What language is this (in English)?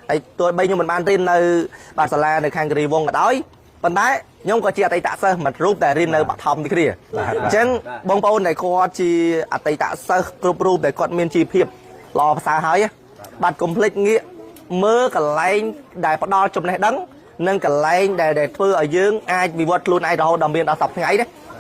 Khmer